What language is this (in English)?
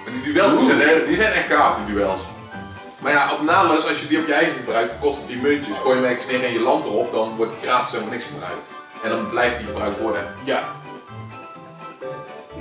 Dutch